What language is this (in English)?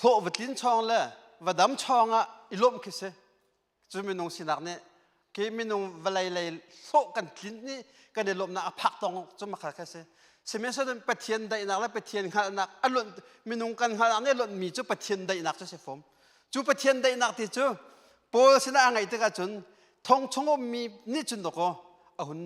Hakha Chin